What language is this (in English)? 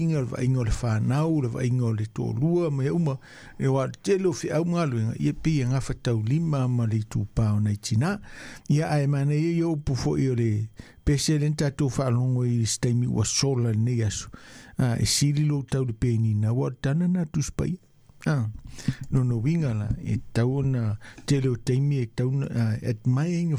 Samoan